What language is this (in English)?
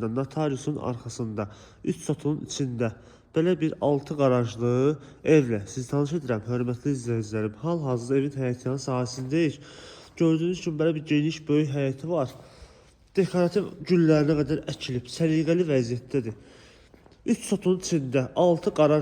Azerbaijani